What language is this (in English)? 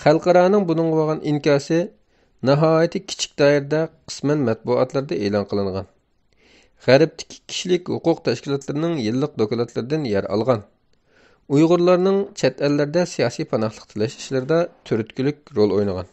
Uyghur